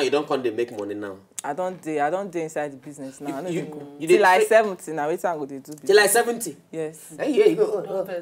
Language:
Nigerian Pidgin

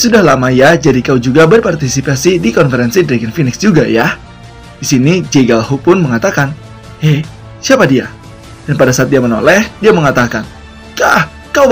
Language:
Indonesian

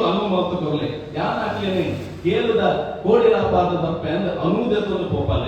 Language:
Tulu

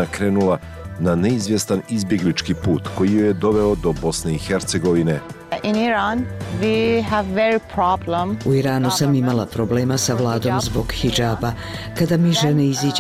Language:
Bosnian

